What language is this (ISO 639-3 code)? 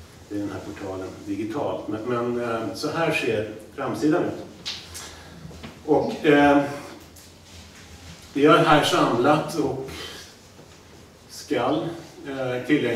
swe